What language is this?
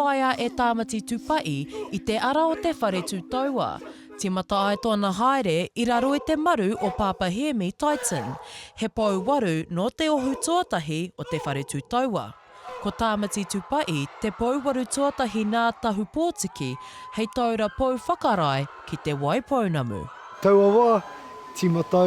Māori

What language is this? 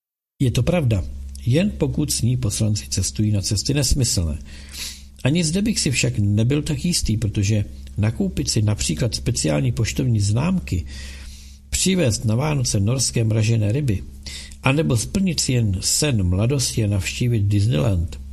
Czech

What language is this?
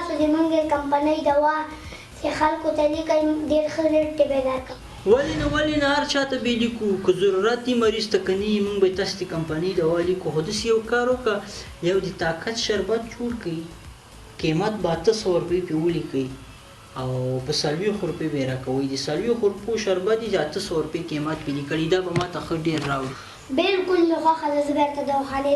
Pashto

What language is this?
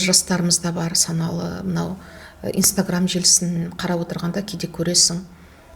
Kazakh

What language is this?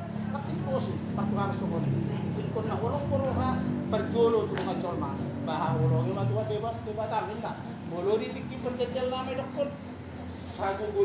Batak Toba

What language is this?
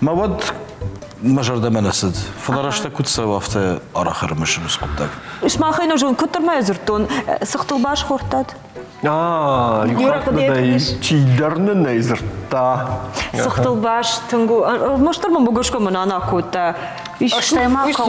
Ossetic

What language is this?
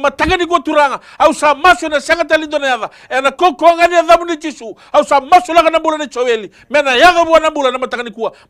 Fijian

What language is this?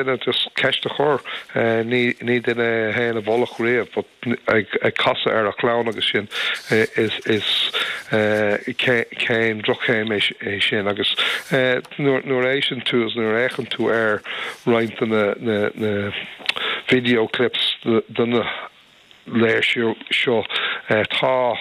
Irish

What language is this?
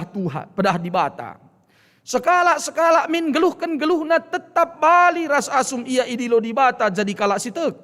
Batak Karo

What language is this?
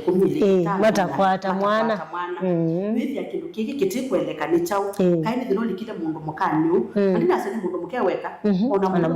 Kamba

